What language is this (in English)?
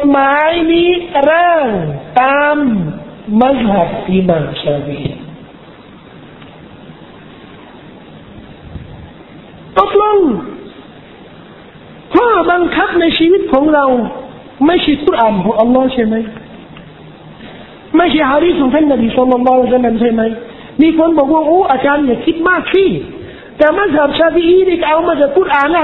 Thai